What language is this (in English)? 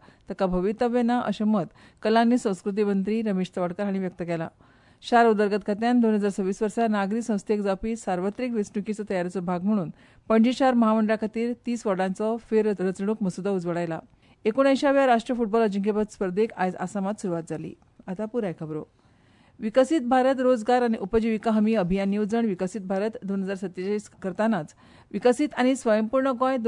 Konkani